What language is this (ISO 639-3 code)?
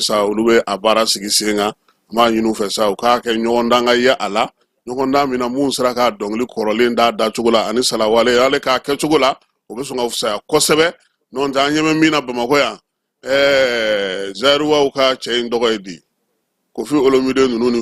bam